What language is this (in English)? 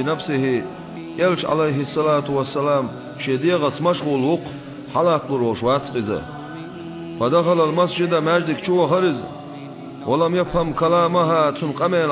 Chechen